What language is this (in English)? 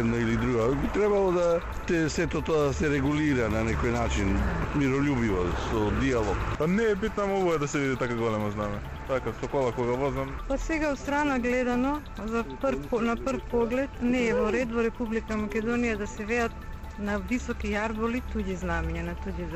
Macedonian